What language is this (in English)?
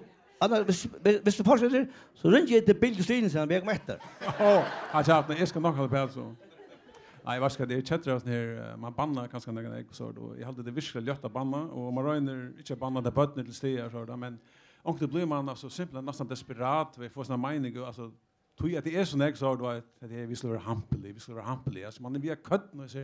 Faroese